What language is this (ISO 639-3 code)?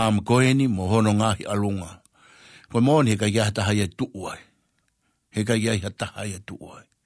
ton